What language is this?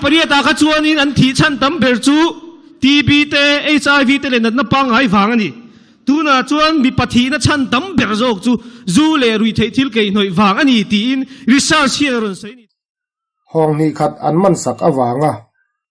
Mizo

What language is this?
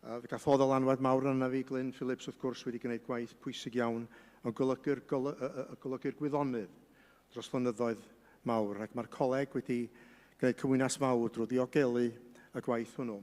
Welsh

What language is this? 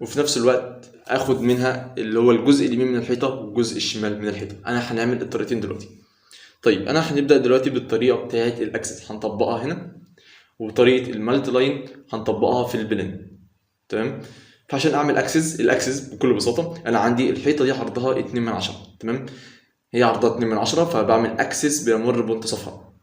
Egyptian Arabic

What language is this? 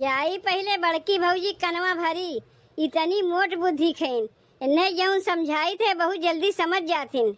Awadhi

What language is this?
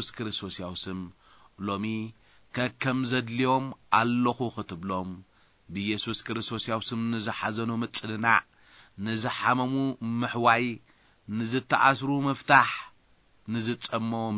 Tigrinya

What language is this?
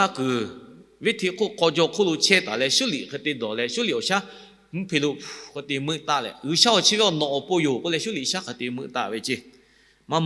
Lahu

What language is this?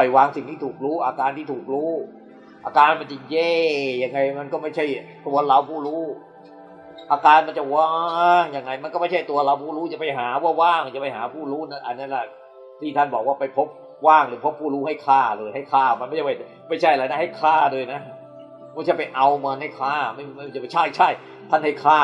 Thai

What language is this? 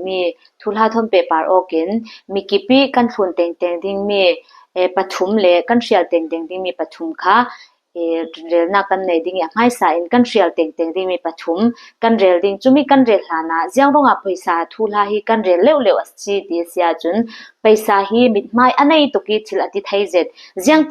Falam Chin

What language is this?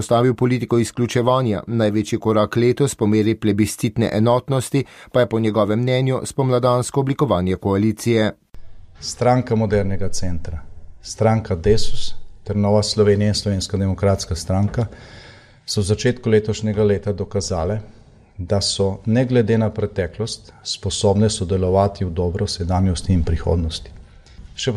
Slovenian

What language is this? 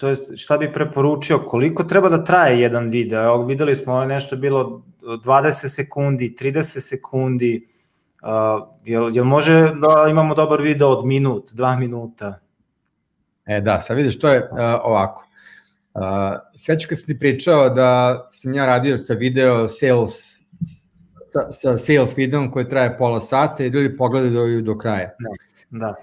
Serbian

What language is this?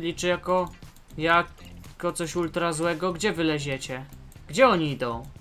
Polish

